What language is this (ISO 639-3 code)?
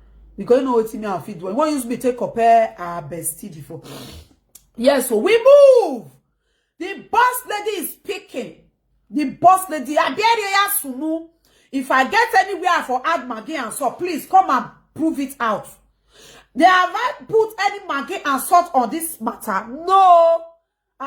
pcm